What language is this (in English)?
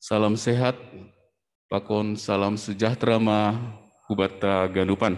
Batak Simalungun